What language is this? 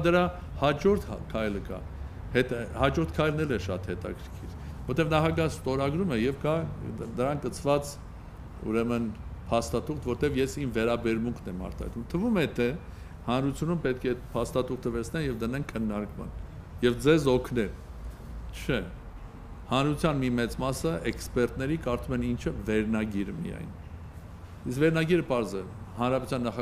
Armenian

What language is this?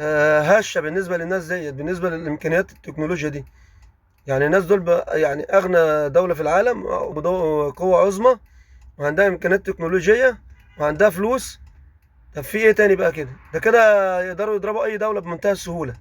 Egyptian Arabic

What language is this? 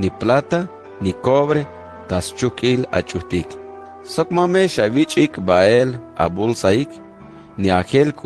Tzeltal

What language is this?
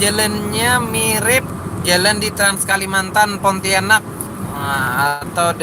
Banjar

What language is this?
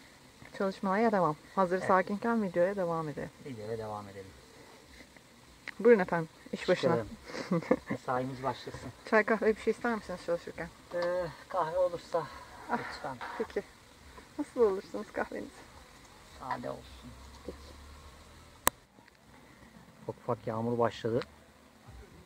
Turkish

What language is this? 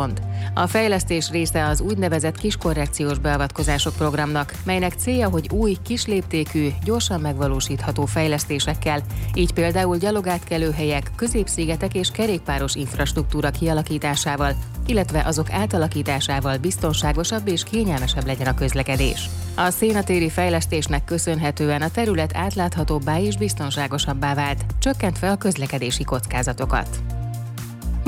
Hungarian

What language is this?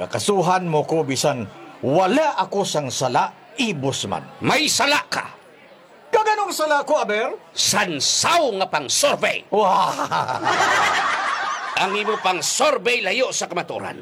Hiligaynon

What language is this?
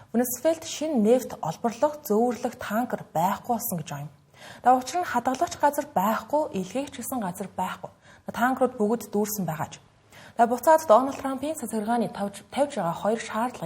Mongolian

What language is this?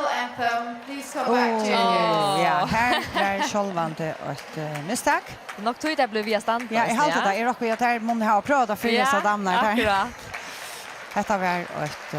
Faroese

